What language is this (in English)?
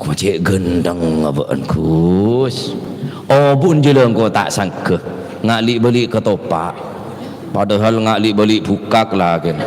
Madurese